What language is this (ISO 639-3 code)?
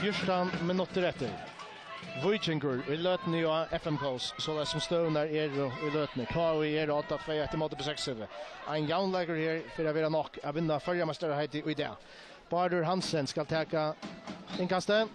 fao